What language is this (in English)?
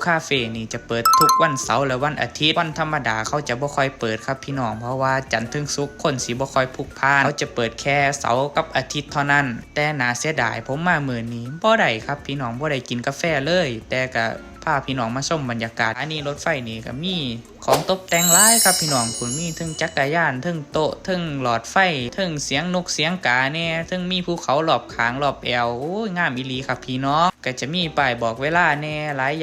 Northeastern Thai